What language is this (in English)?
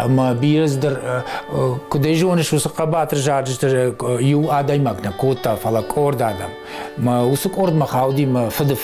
Ossetic